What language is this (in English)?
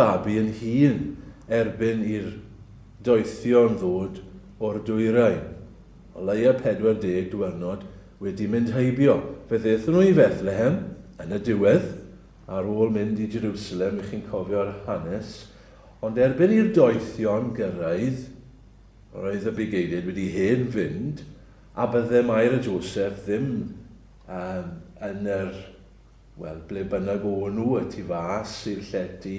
Welsh